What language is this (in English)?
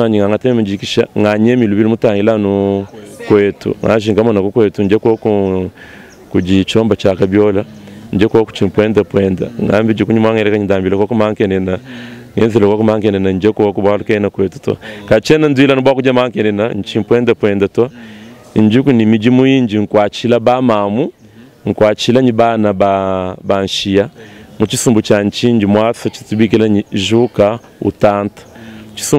Luba-Lulua